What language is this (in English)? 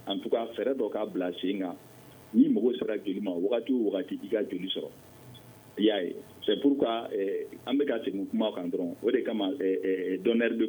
Bambara